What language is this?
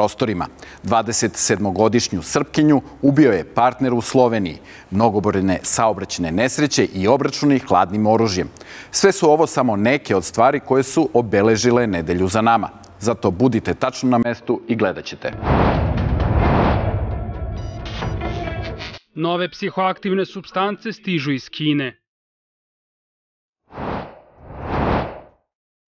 Serbian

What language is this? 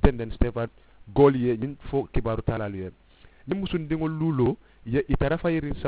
Mandingo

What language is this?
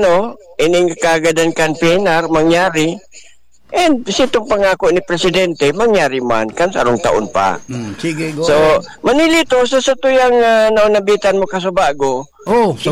Bikol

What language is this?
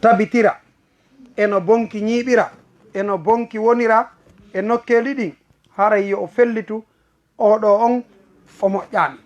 Fula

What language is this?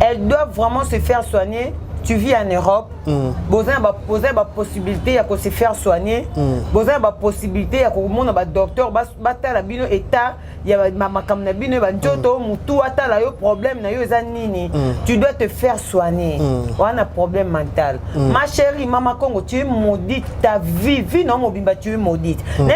Lingala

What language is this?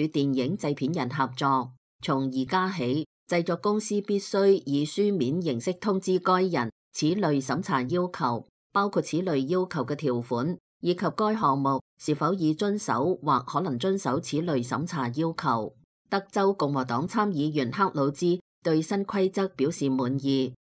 Cantonese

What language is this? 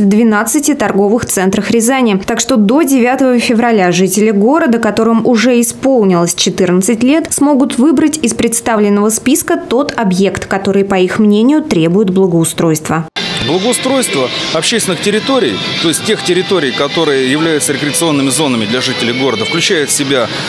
Russian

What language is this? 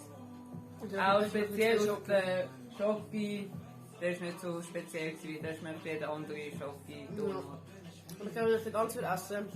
Swiss German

